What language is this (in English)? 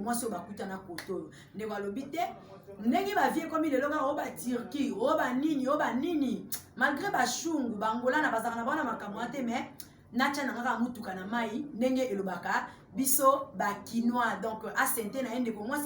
Lingala